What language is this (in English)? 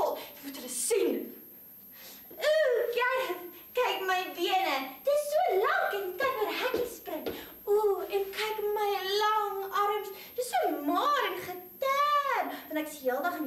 Afrikaans